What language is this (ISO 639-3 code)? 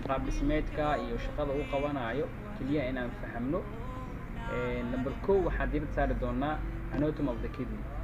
som